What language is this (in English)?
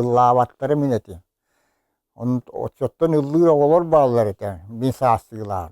Yakut